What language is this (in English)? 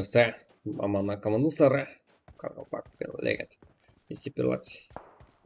Kara-Kalpak